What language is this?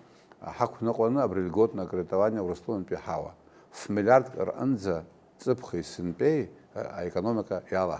Abkhazian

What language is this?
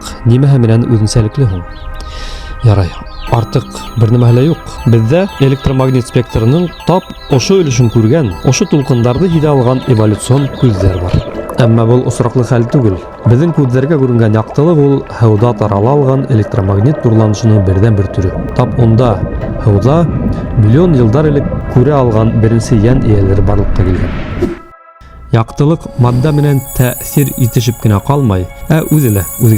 Bashkir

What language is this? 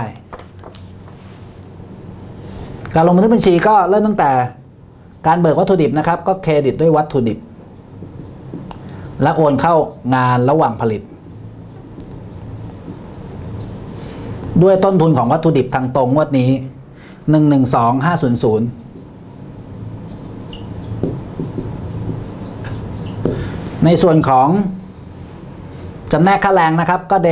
Thai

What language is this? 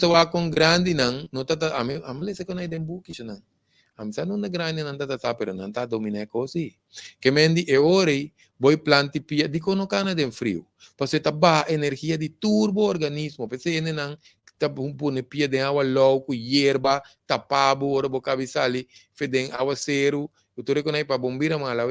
Papiamento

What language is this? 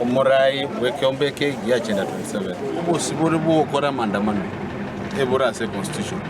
Gusii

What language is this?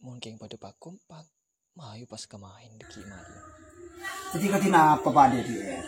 Madurese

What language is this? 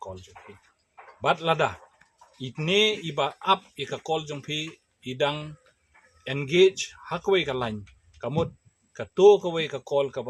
Khasi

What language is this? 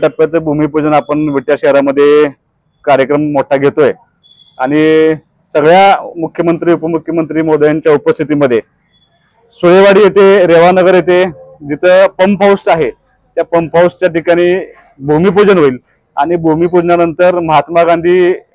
Marathi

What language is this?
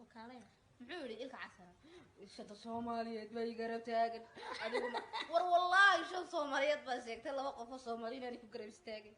Somali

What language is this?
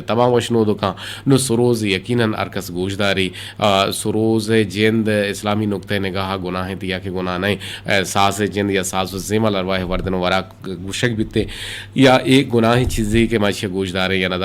Eastern Balochi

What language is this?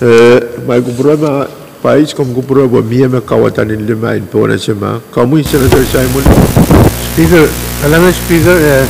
Pohnpeian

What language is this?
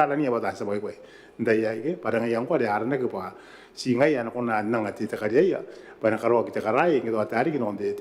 Gilbertese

